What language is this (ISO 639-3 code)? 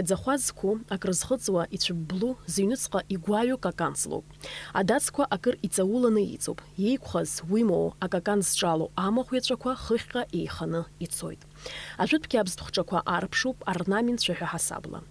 abk